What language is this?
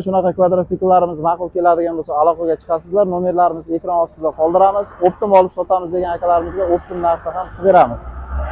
Uzbek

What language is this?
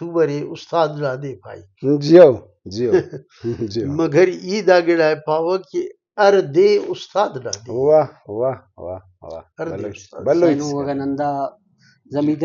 Brahui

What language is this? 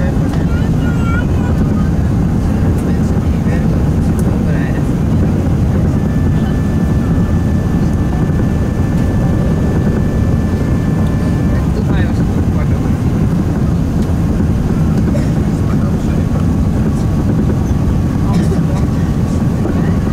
Dutch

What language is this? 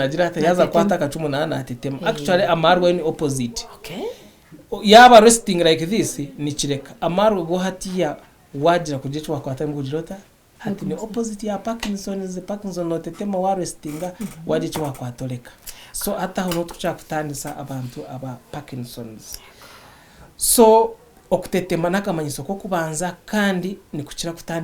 Nyankole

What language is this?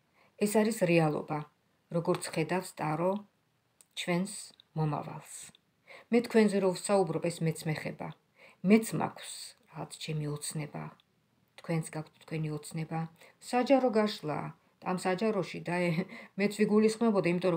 Georgian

